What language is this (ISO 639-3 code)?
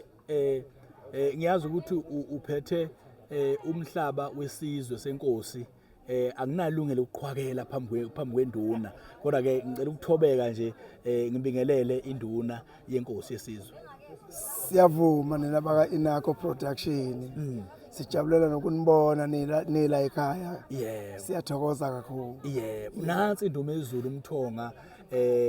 zul